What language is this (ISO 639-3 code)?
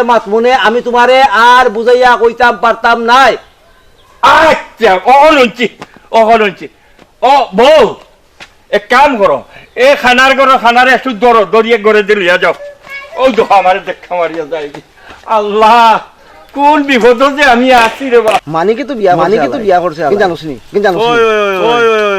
syl